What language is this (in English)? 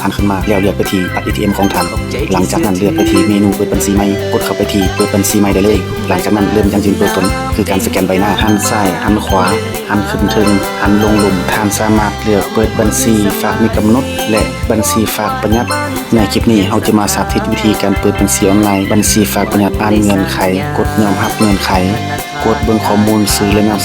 Lao